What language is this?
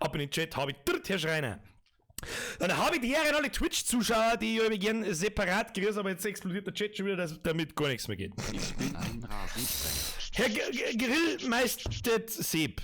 Bavarian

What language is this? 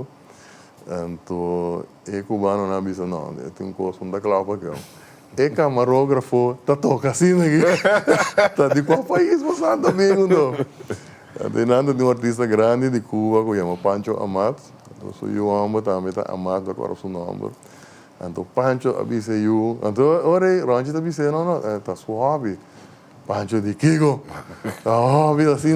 Papiamento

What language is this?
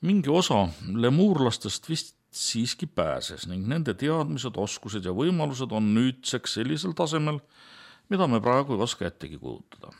Estonian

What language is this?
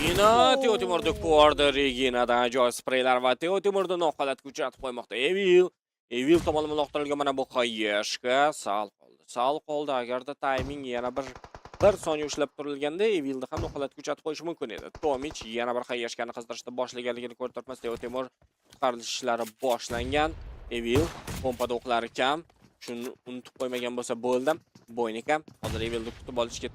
Uzbek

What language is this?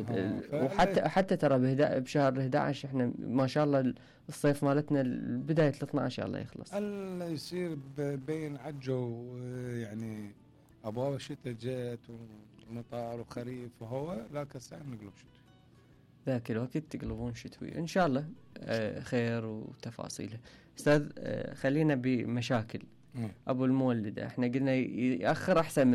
Mesopotamian Arabic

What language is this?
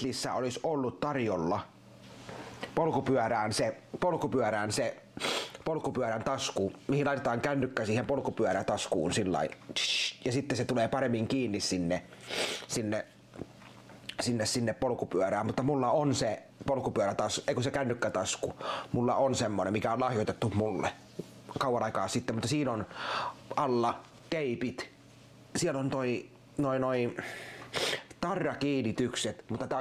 Finnish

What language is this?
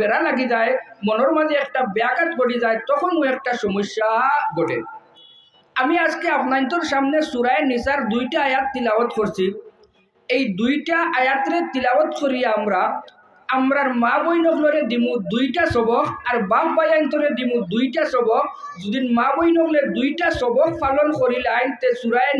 Sylheti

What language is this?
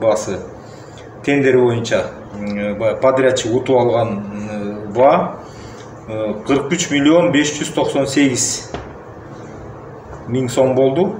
Kyrgyz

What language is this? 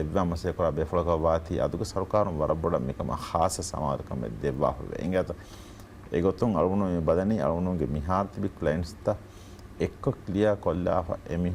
Divehi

